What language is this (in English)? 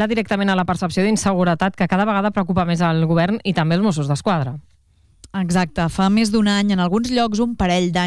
Catalan